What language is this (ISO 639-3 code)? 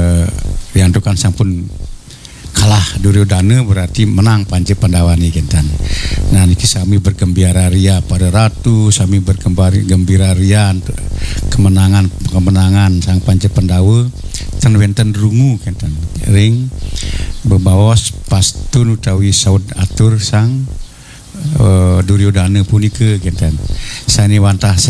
ban